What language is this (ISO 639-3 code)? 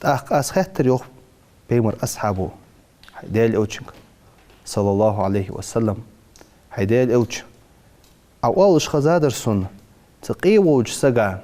inh